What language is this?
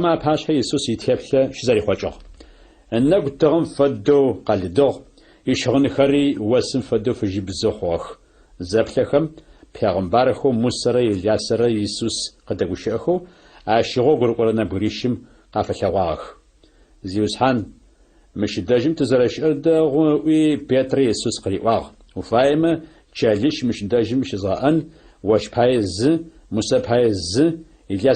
Adyghe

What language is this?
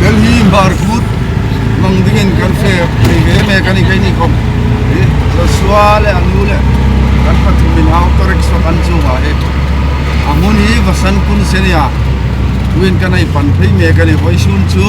Hmar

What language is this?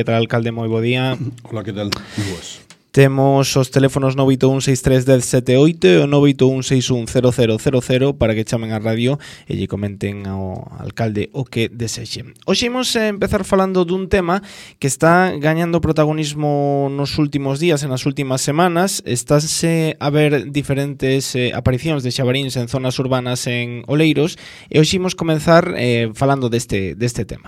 Galician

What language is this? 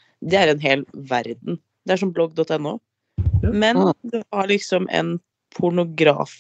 Norwegian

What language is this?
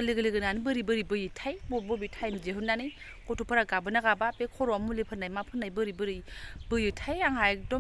Bodo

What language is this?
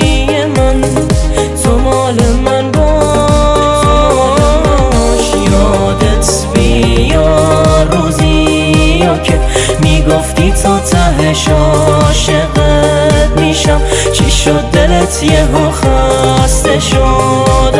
Persian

